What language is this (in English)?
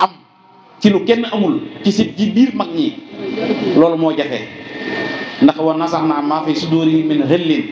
Wolof